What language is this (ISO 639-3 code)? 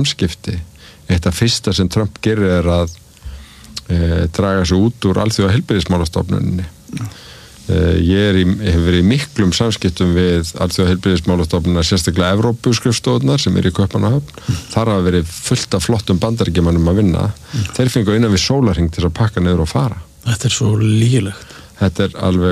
isl